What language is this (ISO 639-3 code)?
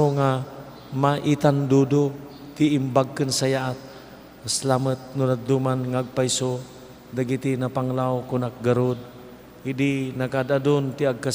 ilo